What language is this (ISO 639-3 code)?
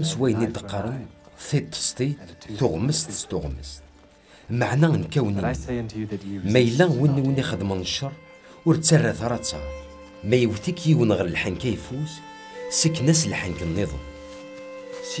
kab